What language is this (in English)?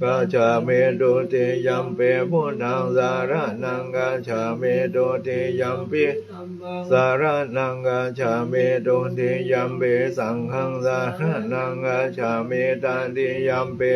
Pali